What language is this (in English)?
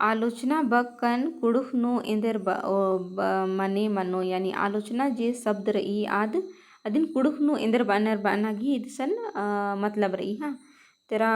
Kurukh